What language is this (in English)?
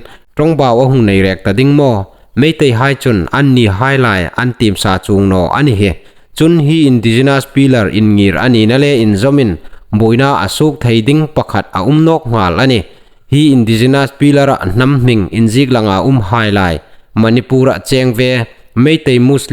Hmar